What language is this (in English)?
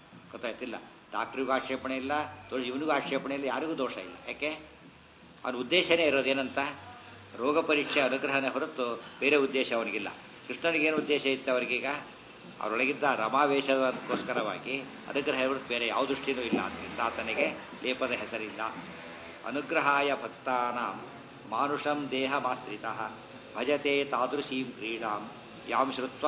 Kannada